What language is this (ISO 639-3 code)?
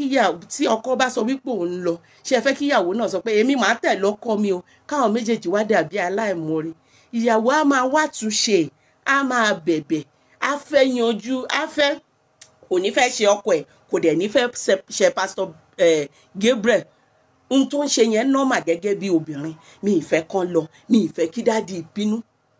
yor